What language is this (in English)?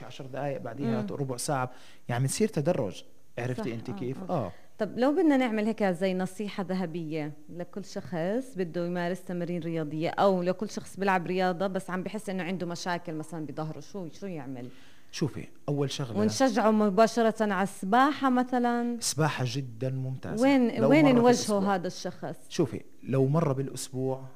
North Levantine Arabic